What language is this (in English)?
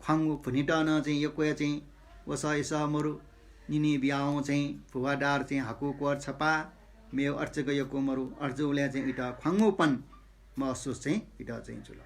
Newari